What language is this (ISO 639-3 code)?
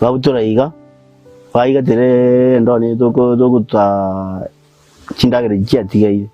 guz